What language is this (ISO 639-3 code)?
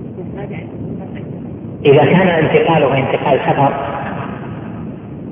ara